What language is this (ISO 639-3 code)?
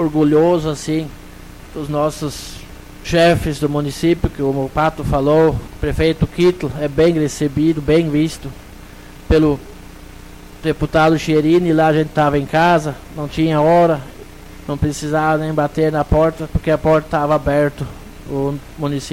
por